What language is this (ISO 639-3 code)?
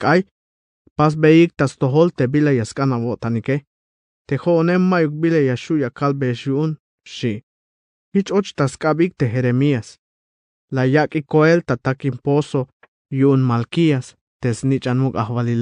tzh